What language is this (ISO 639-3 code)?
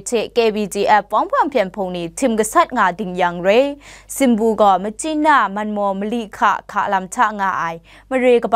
kac